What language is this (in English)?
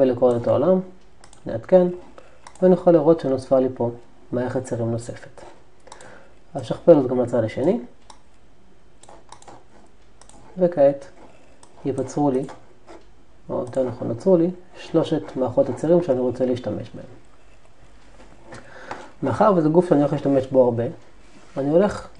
Hebrew